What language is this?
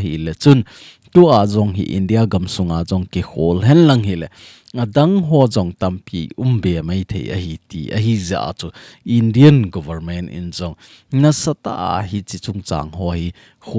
Thado Chin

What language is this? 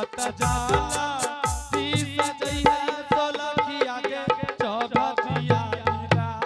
Angika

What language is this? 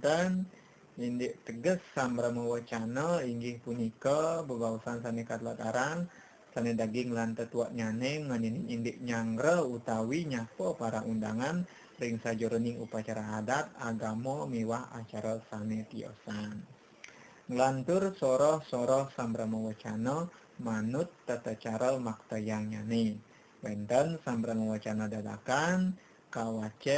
Balinese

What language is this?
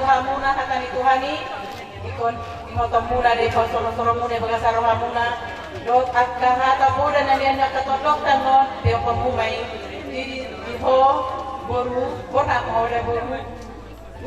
Batak Toba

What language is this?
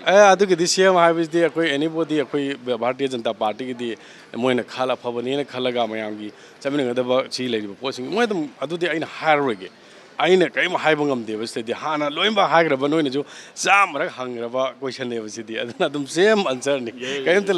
Manipuri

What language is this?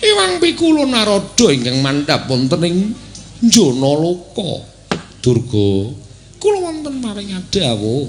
Javanese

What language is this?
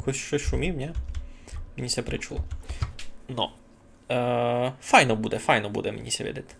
Rusyn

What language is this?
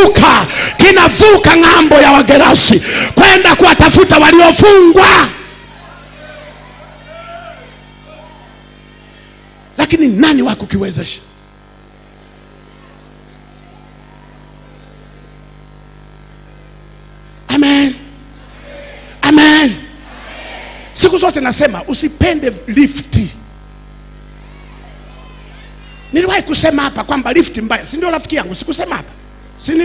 Swahili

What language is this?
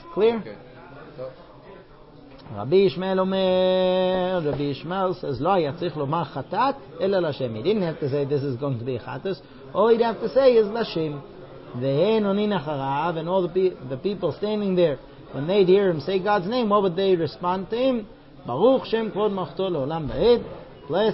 English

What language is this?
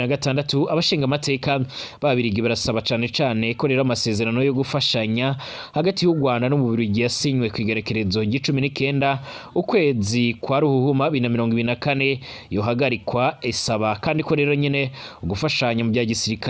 Rundi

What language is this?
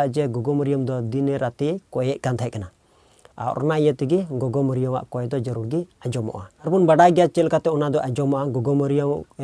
Santali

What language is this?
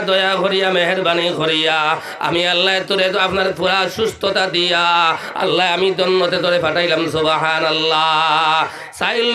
Sylheti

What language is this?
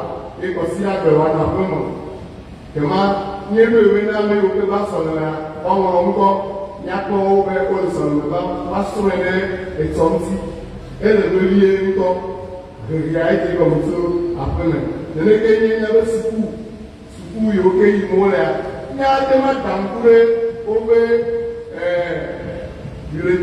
Ewe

